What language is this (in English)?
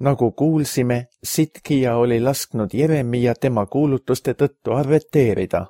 Estonian